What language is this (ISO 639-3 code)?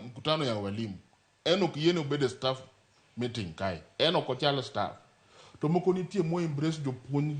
luo